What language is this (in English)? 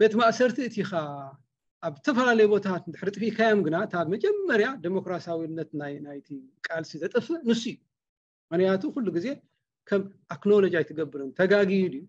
Tigrinya